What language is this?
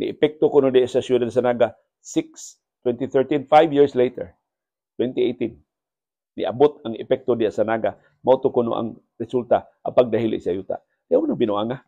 Cebuano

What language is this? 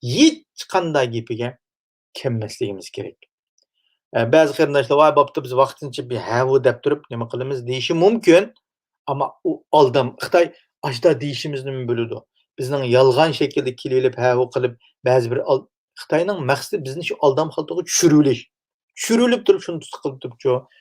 Uyghur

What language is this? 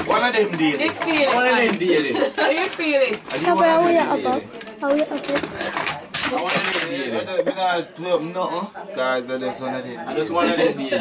Jamaican Creole English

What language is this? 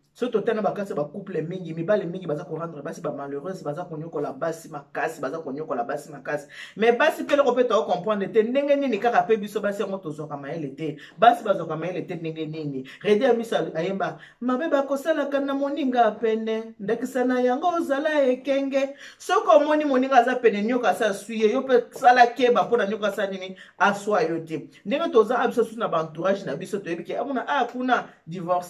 Lingala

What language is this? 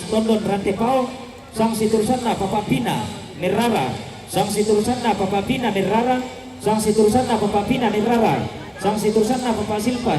Toraja-Sa'dan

